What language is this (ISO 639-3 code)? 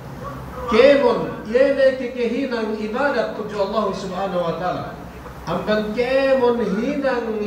yka